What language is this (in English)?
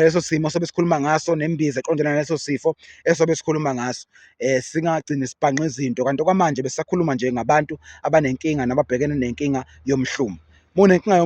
Zulu